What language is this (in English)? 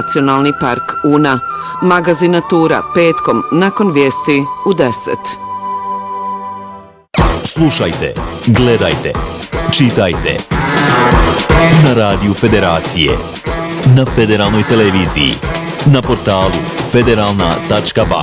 Bosnian